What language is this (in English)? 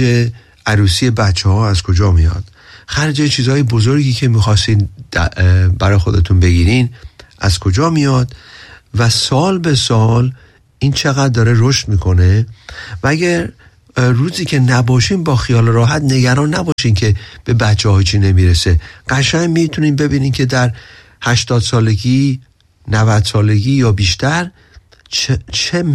Persian